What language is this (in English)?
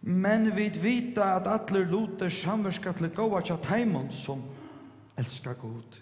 Faroese